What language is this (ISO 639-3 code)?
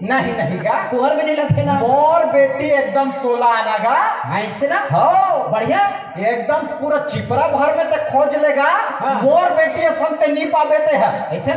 hne